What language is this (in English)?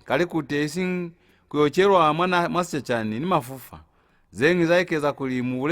Lozi